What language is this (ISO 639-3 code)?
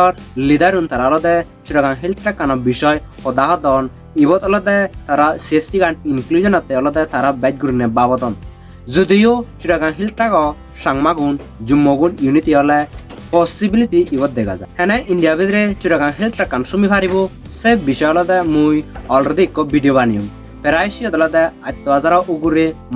ccp